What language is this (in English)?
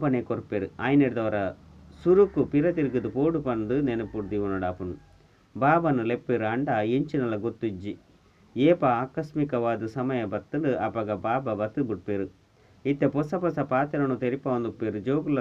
Tulu